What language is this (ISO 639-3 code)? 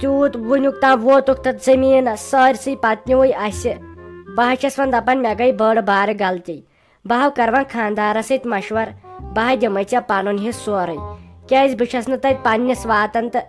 kas